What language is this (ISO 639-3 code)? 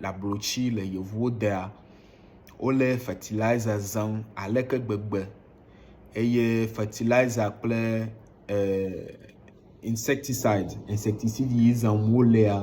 ewe